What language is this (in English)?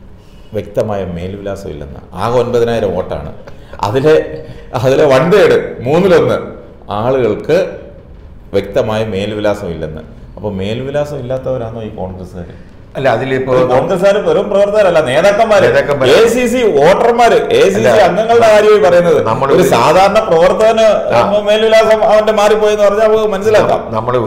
Malayalam